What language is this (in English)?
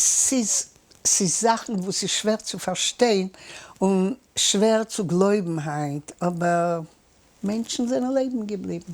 Yiddish